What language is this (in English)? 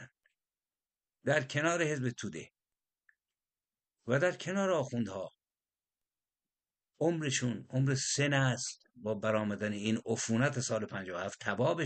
Persian